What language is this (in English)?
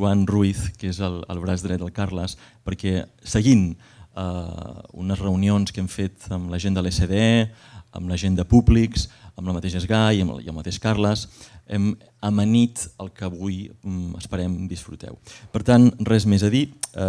Catalan